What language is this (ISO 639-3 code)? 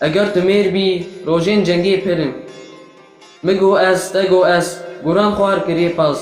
kur